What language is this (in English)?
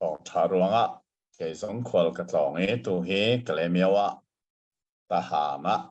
Hakha Chin